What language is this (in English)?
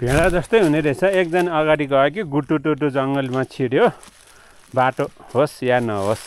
Nepali